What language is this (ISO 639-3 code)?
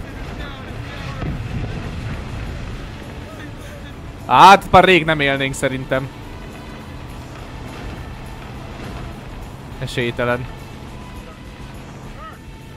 hun